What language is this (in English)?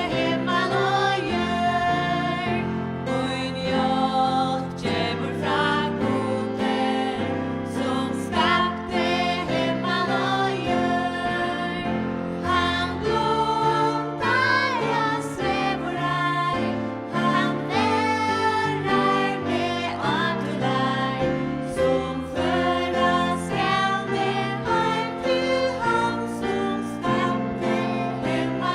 Faroese